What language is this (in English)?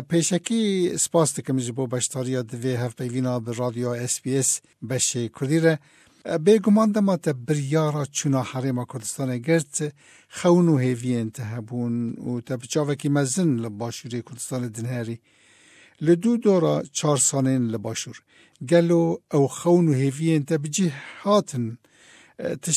Kurdish